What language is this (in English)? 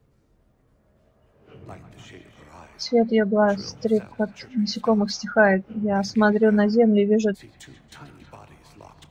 Russian